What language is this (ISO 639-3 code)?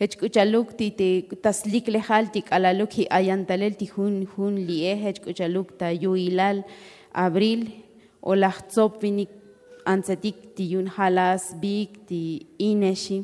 tzo